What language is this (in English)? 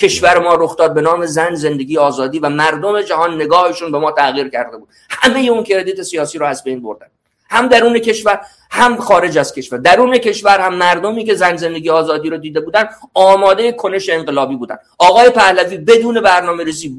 Persian